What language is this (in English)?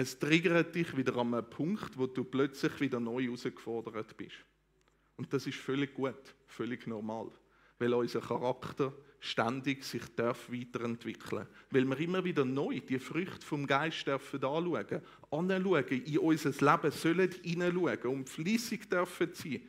Swiss German